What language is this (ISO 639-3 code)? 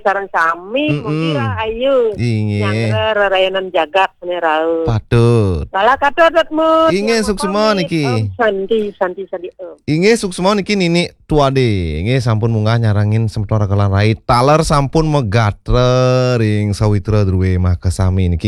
ban